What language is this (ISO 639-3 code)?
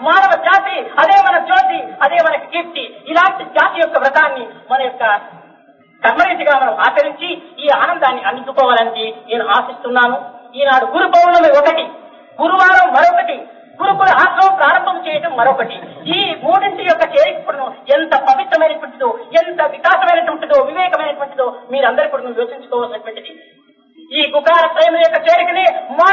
tel